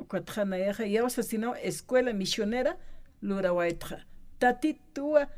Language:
Aymara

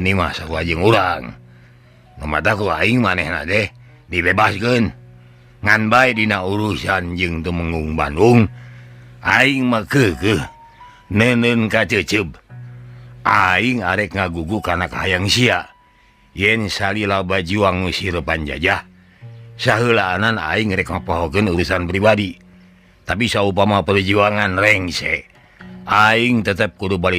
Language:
Sundanese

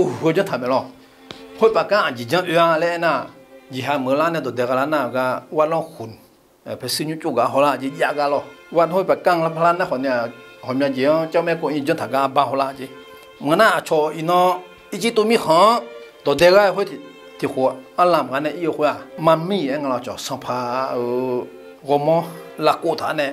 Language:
Akha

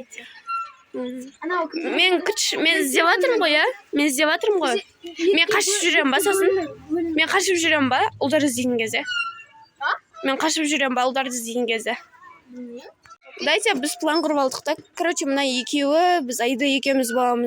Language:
Kazakh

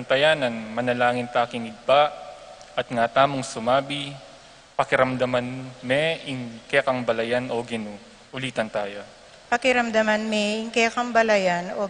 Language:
Pampanga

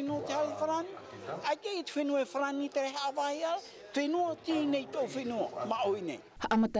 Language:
Tahitian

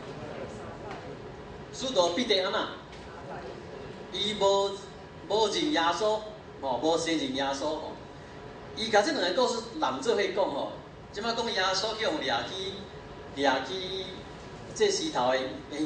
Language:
Min Nan Chinese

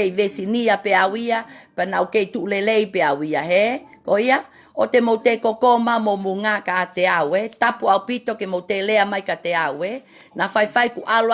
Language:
Tongan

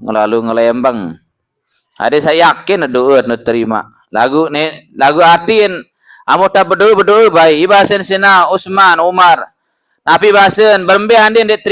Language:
Sasak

